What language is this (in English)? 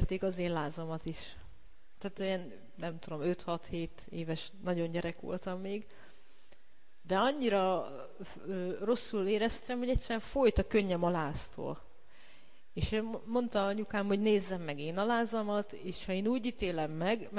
Hungarian